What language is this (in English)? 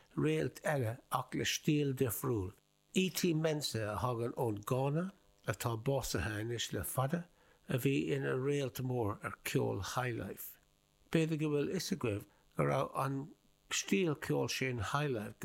Irish